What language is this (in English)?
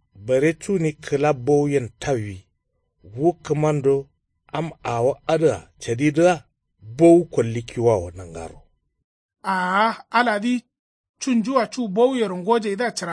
Kanuri